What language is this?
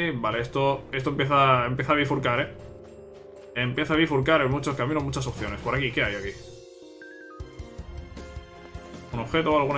Spanish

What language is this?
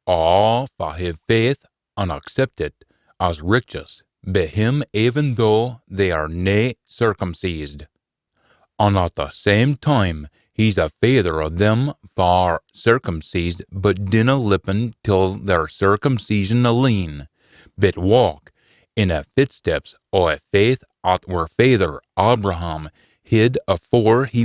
Scots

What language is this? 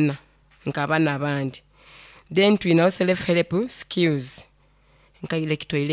Nyoro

